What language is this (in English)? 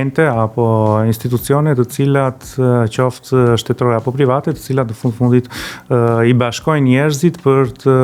Albanian